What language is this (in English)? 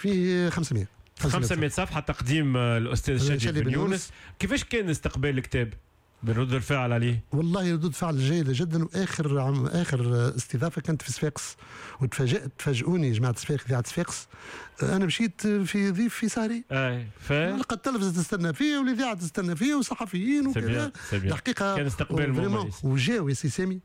Tunisian Arabic